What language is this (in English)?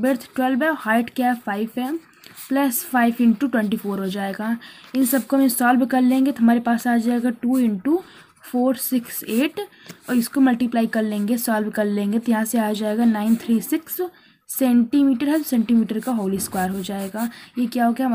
Hindi